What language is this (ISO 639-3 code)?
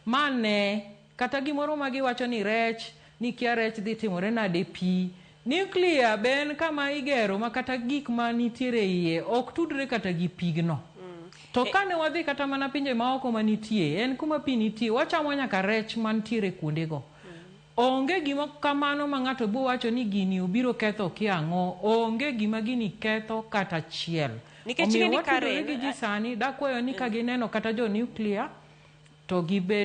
luo